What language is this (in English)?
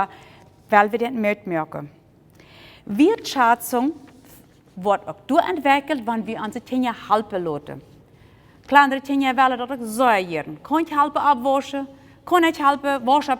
Plautdietsch